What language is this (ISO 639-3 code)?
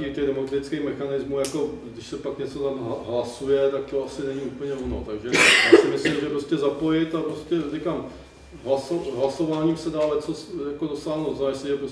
ces